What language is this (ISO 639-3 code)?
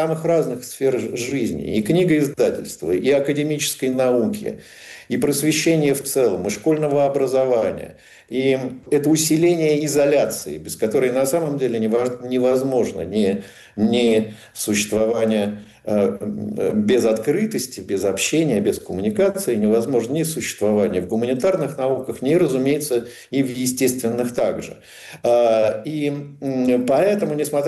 rus